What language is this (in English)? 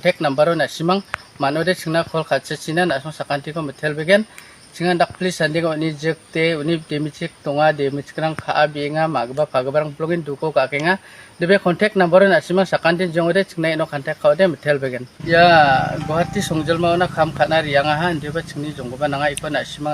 Garo